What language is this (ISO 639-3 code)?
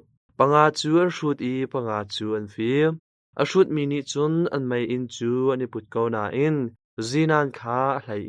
cnh